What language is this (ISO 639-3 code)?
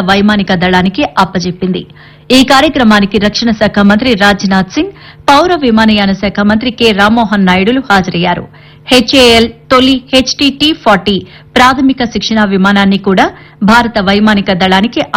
tel